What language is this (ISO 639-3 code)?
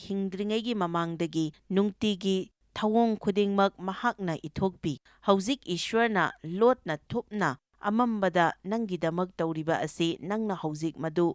mni